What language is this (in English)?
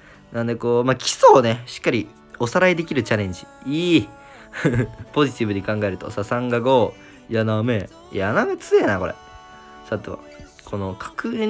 Japanese